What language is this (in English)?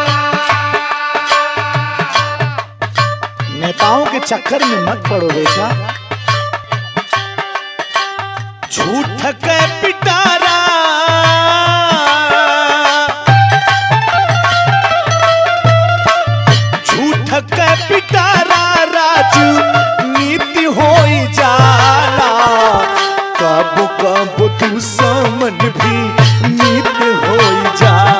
Bhojpuri